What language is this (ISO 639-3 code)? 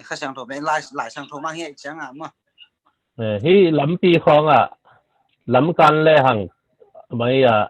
ctd